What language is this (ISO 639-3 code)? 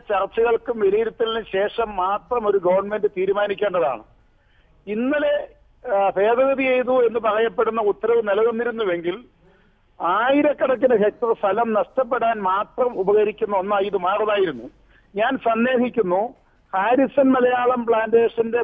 mal